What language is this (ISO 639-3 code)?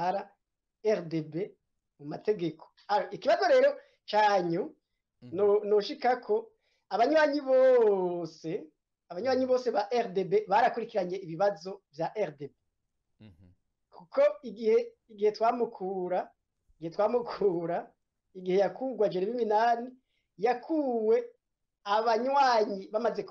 run